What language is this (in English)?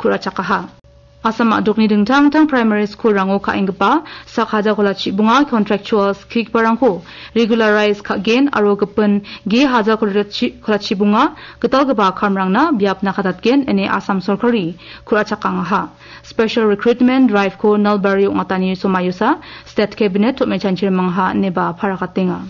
Garo